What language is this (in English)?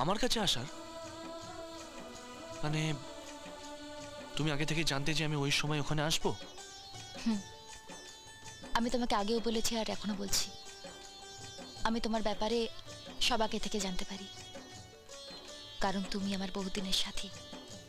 Bangla